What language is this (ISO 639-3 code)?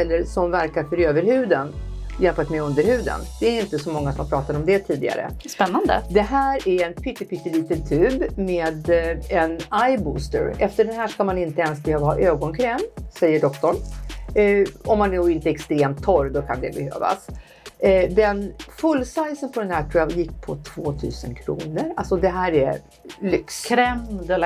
swe